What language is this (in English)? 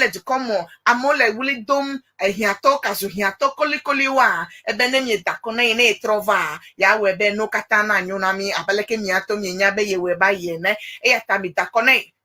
Ewe